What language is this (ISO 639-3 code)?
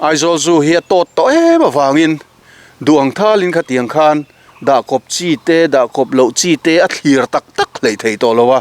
lus